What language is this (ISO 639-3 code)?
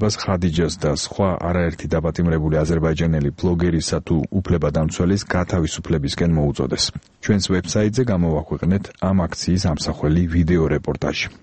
kat